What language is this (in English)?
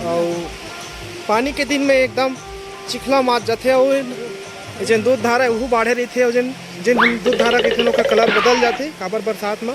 Chhattisgarhi